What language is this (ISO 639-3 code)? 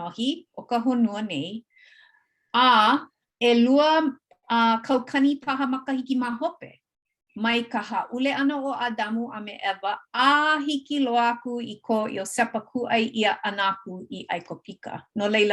haw